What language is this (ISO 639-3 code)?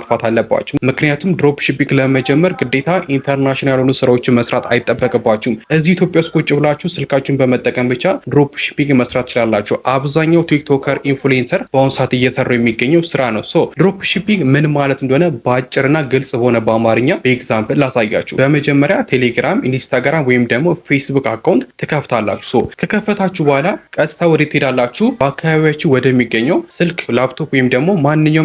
amh